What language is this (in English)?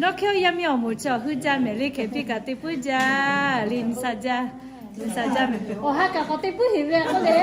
Lahu